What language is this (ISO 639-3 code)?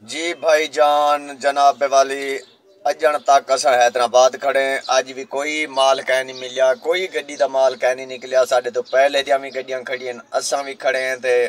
skr